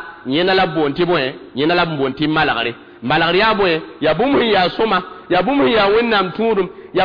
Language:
Mossi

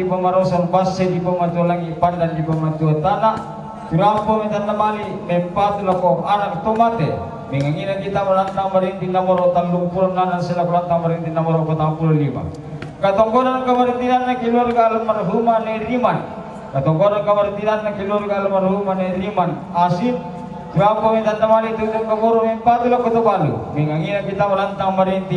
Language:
Toraja-Sa'dan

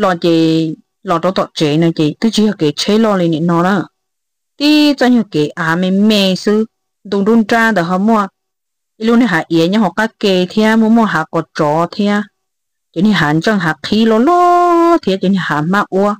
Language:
Hmong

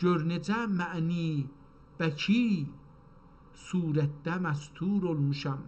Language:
South Azerbaijani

